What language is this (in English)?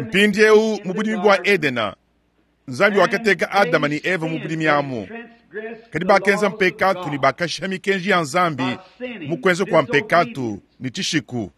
Luba-Lulua